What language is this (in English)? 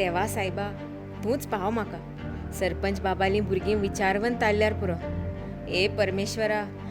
Konkani